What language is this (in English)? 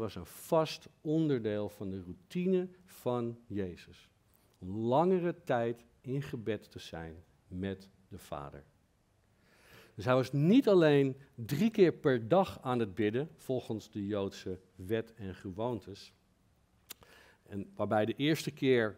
Dutch